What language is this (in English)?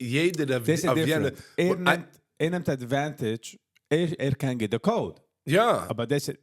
Yiddish